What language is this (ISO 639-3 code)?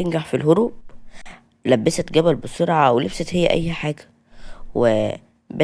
arz